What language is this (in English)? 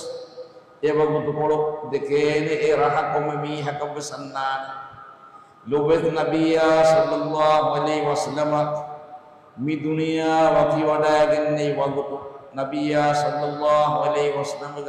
Divehi